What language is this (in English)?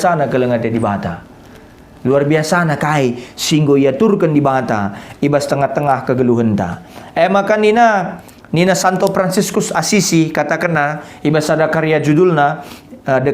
Batak Karo